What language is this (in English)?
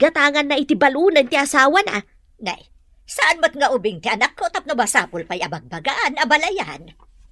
Iloko